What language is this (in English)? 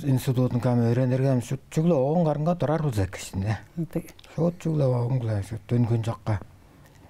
Tuvinian